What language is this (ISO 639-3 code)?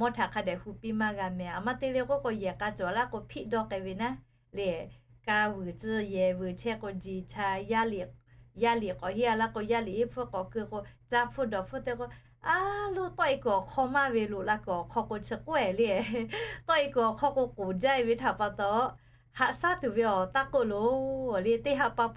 lhu